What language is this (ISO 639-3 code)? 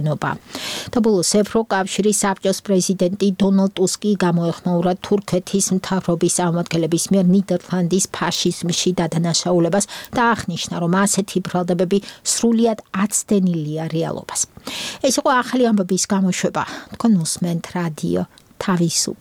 kat